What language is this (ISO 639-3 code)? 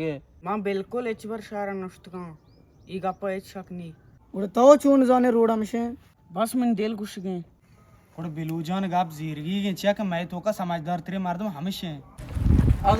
bal